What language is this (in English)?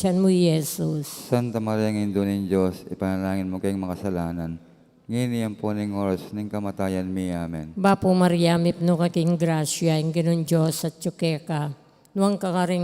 Pampanga